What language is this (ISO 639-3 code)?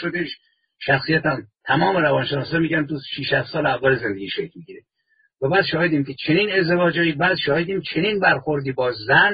fas